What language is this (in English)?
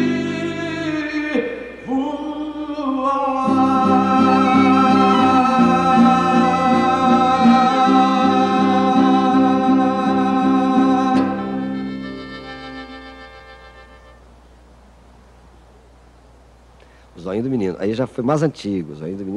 Portuguese